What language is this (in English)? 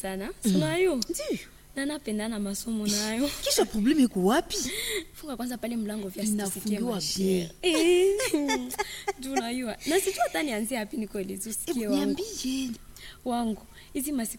Swahili